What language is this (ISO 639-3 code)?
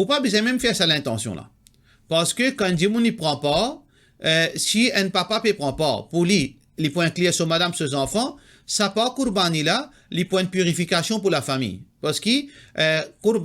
mfe